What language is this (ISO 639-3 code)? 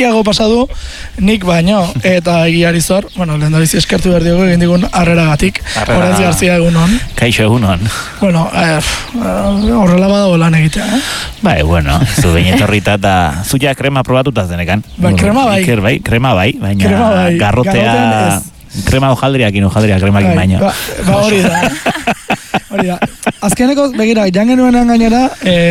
eus